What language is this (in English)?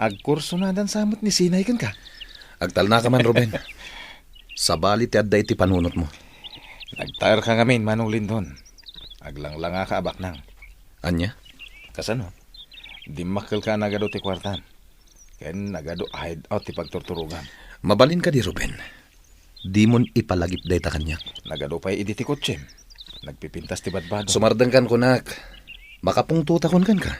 Iloko